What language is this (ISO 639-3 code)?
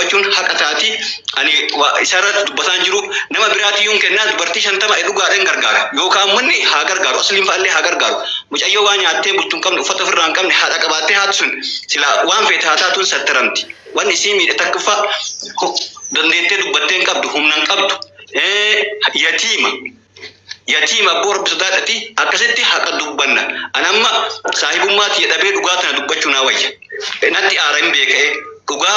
orm